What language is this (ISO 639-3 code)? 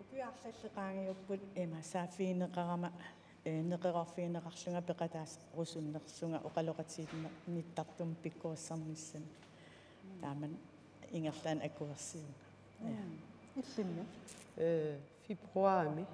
kal